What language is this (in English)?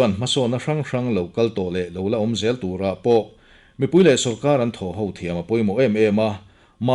Mizo